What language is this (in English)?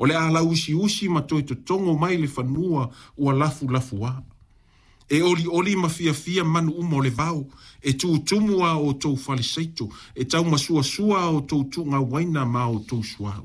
Samoan